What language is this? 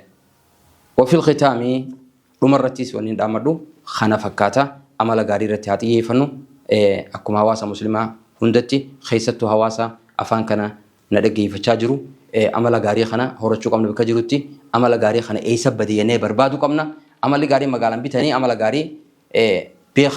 Oromo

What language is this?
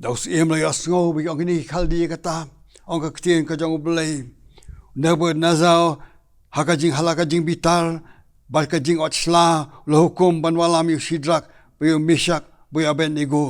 Khasi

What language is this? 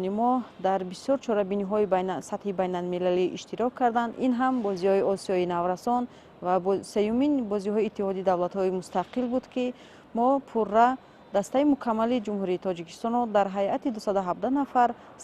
Tajik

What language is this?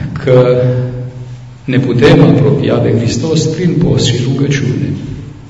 Romanian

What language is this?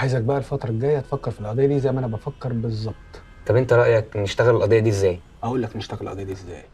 Egyptian Arabic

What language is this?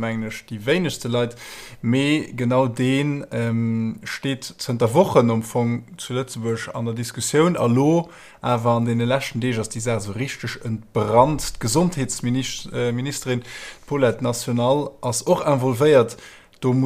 Luxembourgish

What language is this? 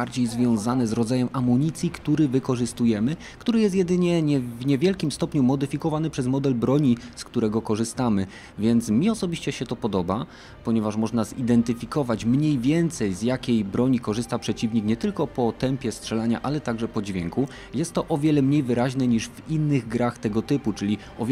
Polish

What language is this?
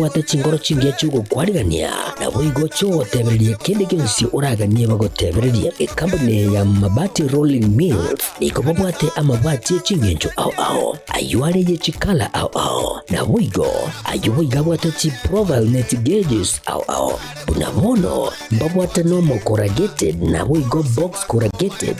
Gusii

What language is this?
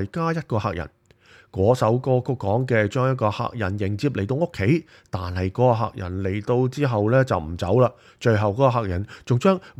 Cantonese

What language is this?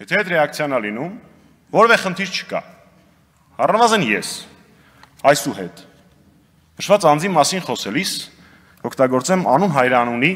Armenian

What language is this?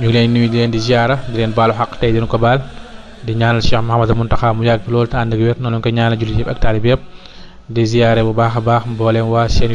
Wolof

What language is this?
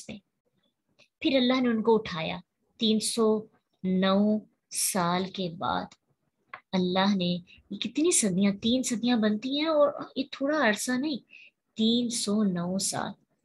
Urdu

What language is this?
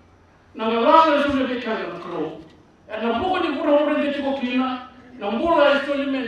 Fijian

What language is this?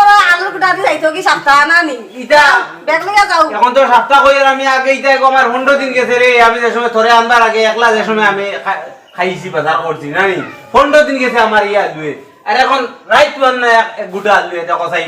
Sylheti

